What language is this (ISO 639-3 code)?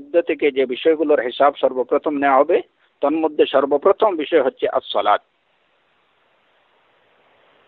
ben